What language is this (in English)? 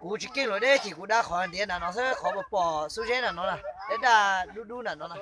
Hmong